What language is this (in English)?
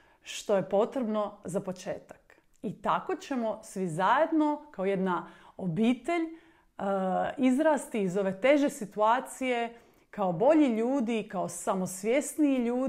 Croatian